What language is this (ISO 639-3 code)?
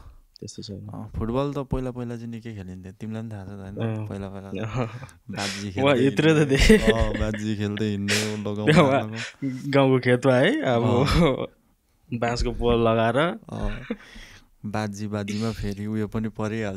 nep